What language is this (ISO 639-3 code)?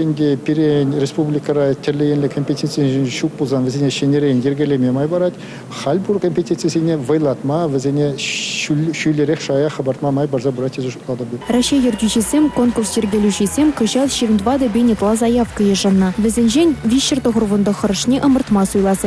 chv